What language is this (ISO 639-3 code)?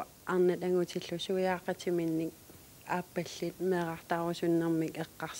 kal